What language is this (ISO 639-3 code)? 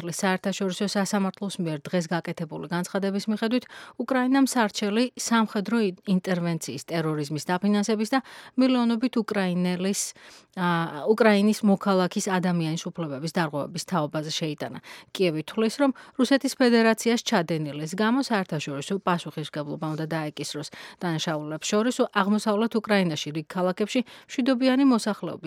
kat